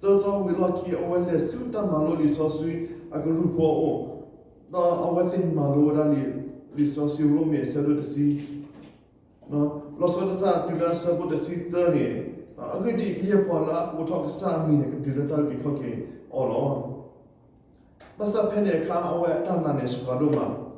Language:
S'gaw Karen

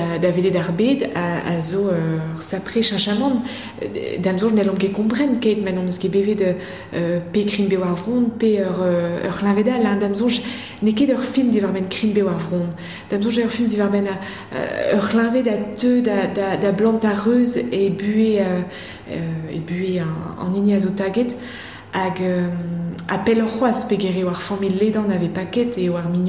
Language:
Breton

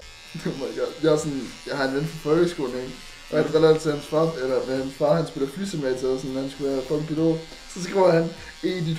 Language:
Danish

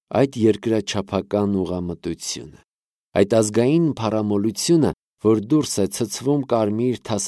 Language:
Armenian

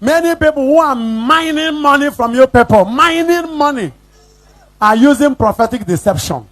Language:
Igbo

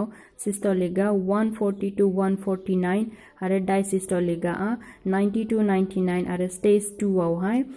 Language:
Bodo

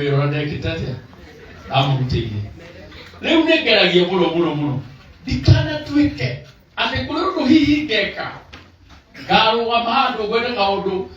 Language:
Kikuyu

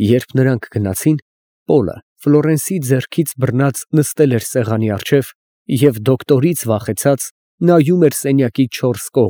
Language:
Armenian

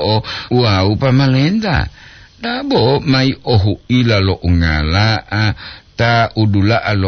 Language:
Gorontalo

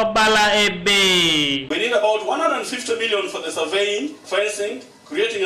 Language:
Teso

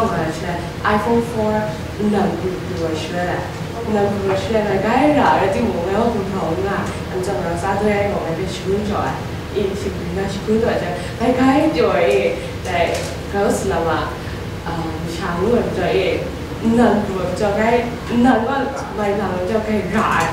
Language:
Kachin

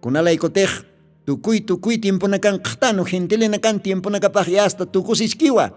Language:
Aymara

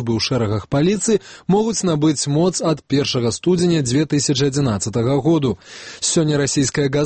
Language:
Belarusian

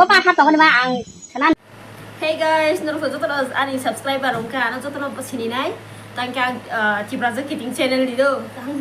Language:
Kok Borok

